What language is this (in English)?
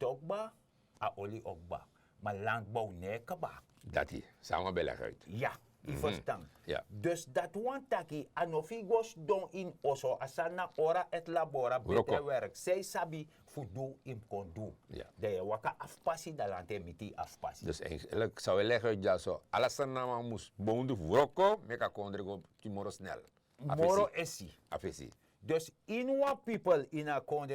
Sranan Tongo